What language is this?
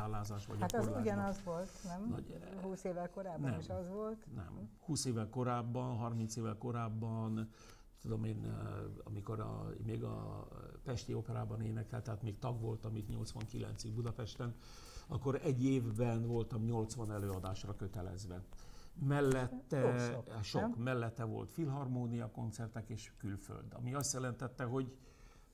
Hungarian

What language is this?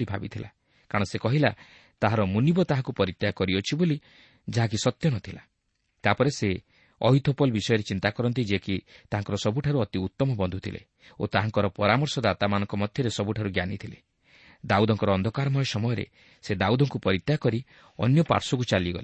Odia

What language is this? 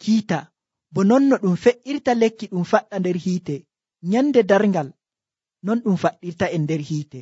Nigerian Fulfulde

